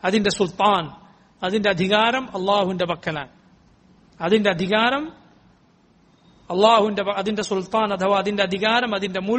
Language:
Malayalam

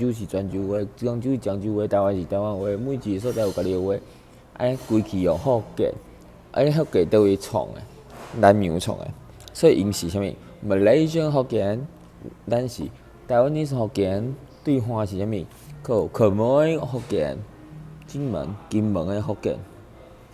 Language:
Min Nan Chinese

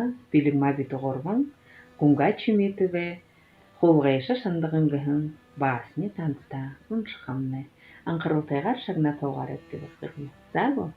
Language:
Buriat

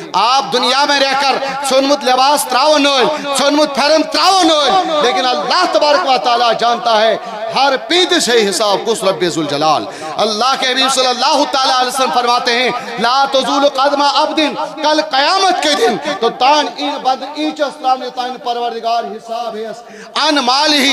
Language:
Kashmiri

